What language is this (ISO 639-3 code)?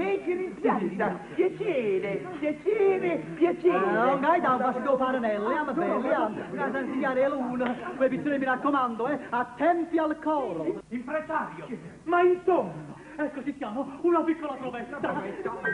nap